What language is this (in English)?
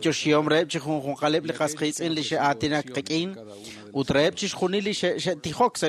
Kekchí